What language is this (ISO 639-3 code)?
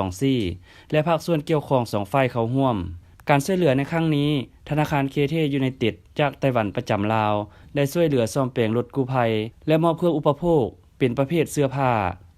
lao